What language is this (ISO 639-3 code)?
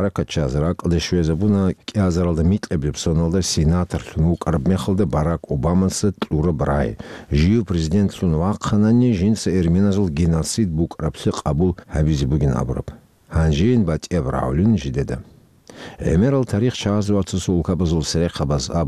ava